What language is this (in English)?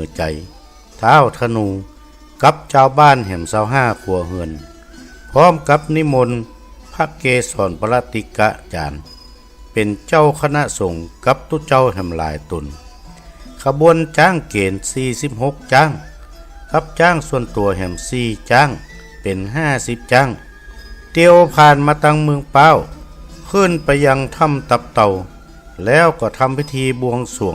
Northern Thai